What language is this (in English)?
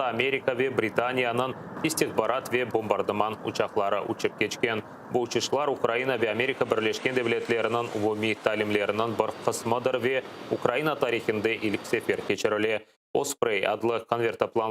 Crimean Tatar